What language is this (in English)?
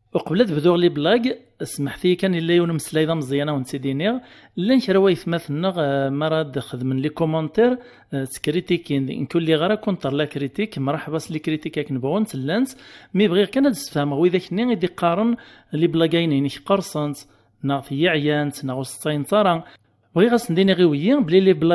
Kabyle